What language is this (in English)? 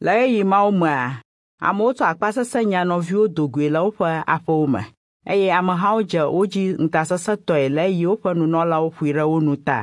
Ewe